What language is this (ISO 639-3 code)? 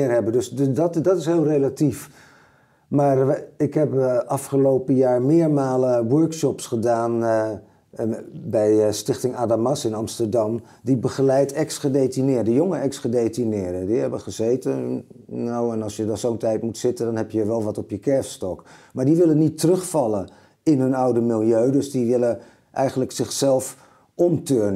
nld